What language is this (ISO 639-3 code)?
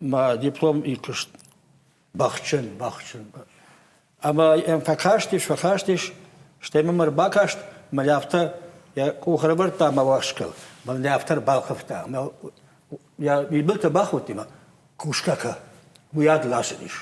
oss